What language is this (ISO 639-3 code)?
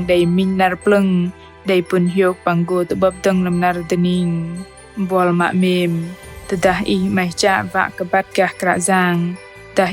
bdq